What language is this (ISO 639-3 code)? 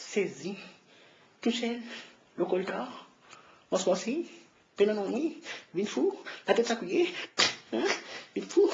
mfe